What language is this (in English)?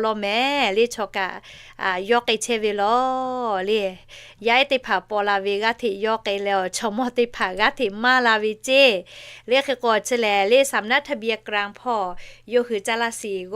Lahu